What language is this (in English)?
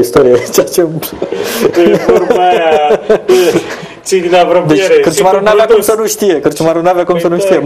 Romanian